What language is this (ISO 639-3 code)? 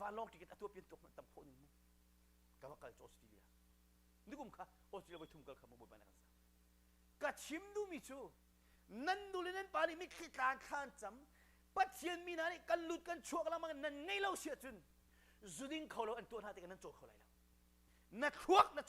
cnh